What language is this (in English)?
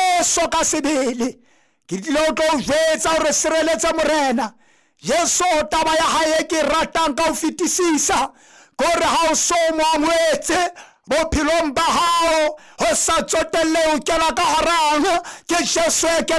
Southern Sotho